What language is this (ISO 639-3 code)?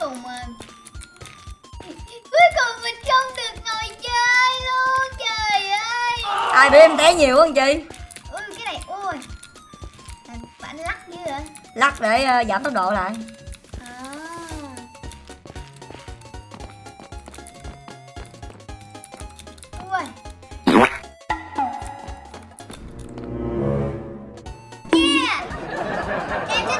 vie